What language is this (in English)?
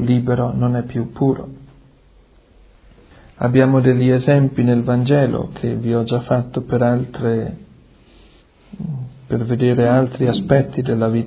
Italian